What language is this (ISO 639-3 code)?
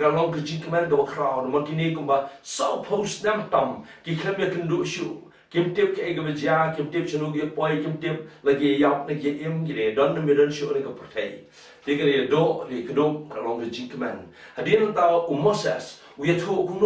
kha